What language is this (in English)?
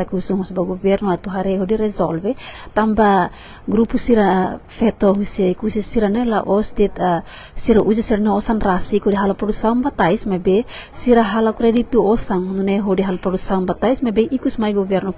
Tetum